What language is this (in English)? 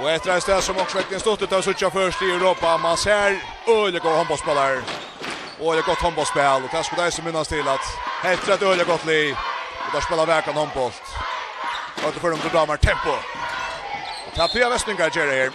Faroese